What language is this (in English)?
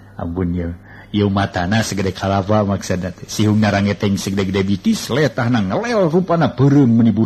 Sundanese